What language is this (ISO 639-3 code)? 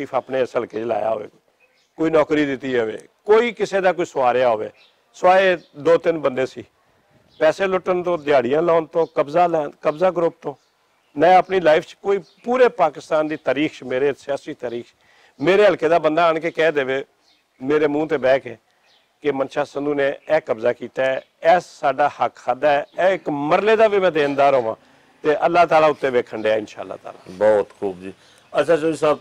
lah